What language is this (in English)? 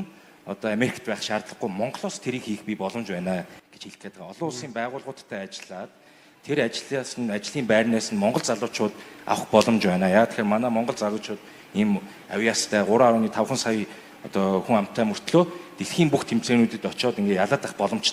Mongolian